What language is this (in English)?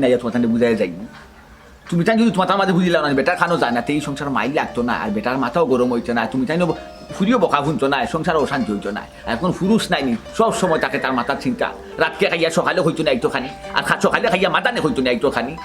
Sylheti